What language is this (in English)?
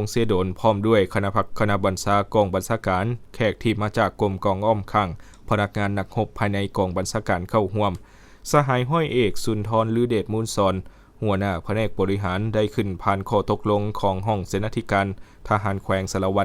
Lao